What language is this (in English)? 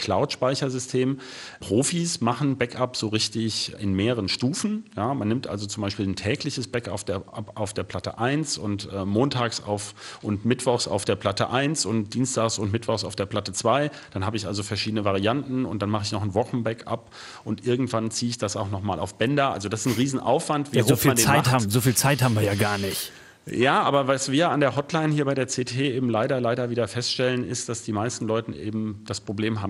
German